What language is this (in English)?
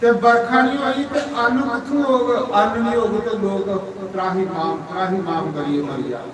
Dogri